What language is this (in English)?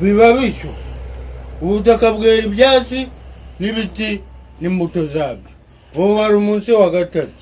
Kinyarwanda